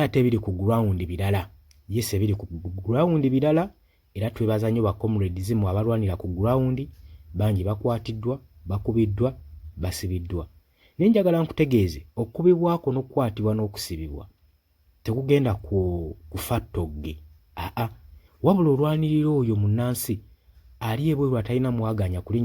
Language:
Ganda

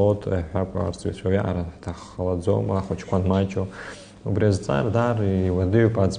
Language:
Abkhazian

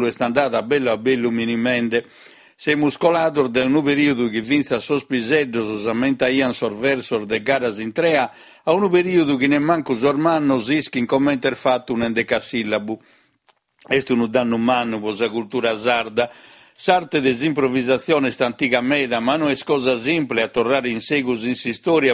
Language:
Sardinian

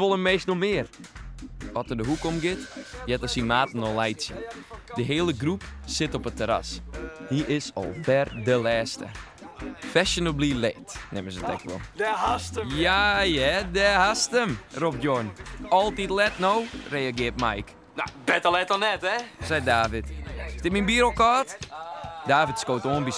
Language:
Western Frisian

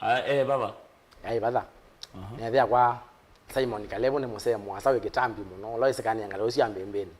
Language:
Kamba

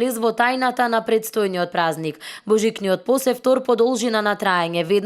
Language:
Macedonian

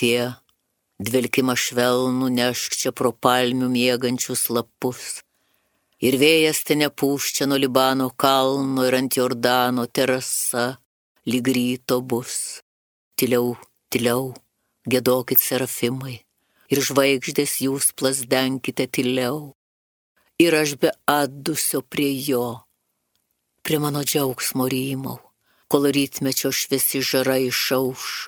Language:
Lithuanian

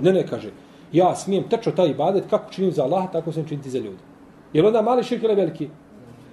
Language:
Bosnian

